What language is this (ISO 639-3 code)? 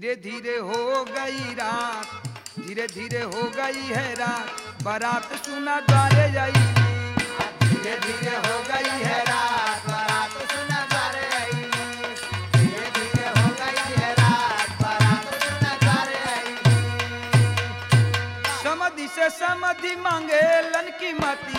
bho